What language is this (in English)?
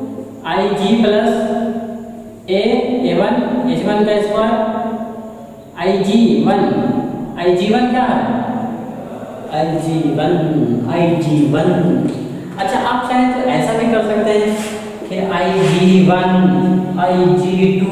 Hindi